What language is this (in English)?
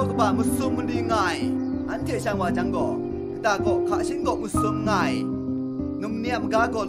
Kachin